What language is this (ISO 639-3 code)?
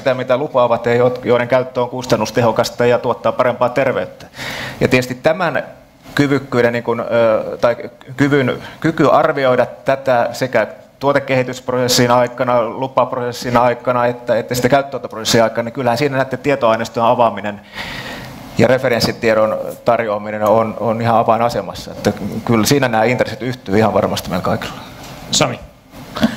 fin